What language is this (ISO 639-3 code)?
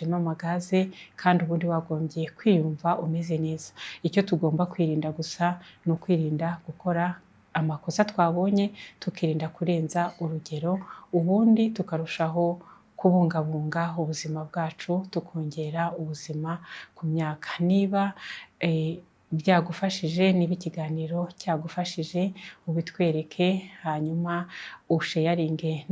kin